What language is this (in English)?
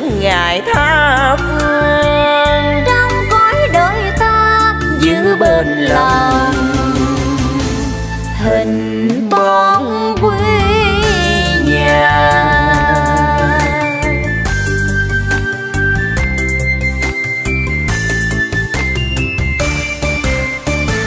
Vietnamese